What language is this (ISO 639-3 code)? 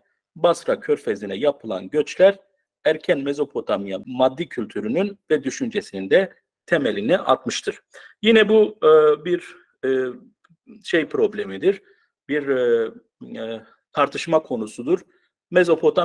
tur